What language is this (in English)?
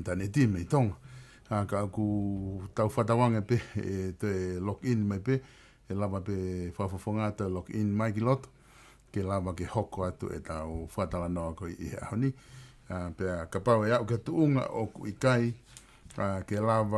Tongan